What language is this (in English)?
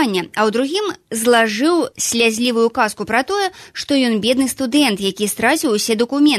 Belarusian